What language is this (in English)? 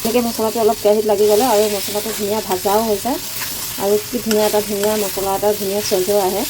Assamese